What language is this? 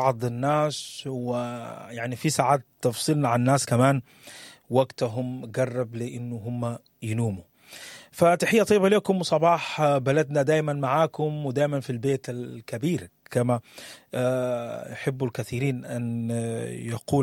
Sudanese Arabic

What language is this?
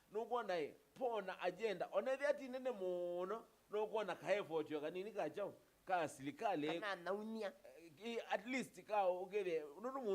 Kamba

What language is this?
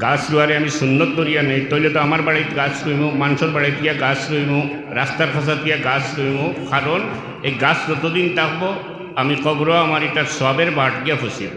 Sylheti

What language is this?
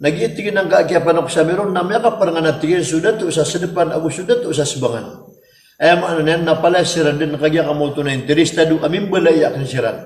Maranao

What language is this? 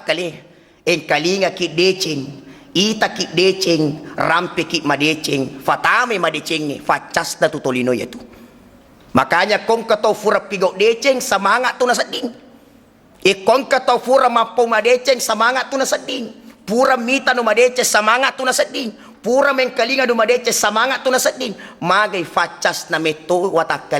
Buginese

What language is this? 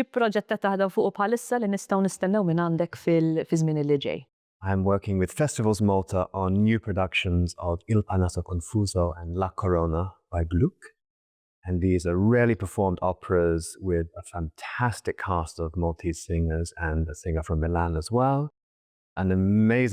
Maltese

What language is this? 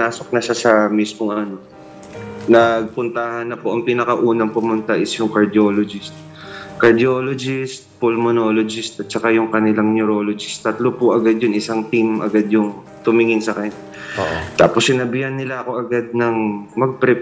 Filipino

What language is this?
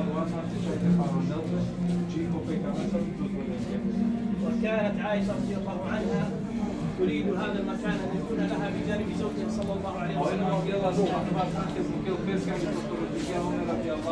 Balkan Romani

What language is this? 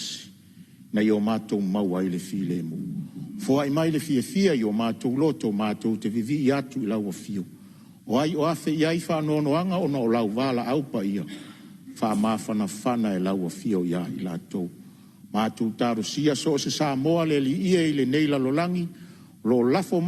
Samoan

